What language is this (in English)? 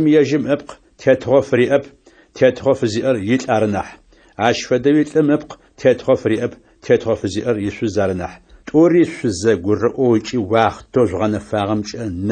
Adyghe